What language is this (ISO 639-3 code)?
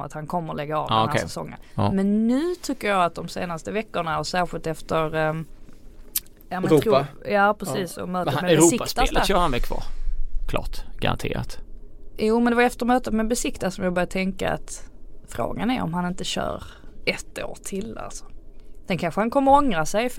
swe